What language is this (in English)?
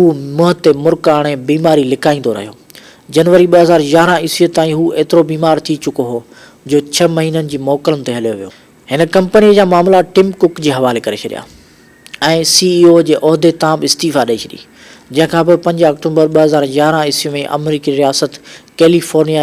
Sindhi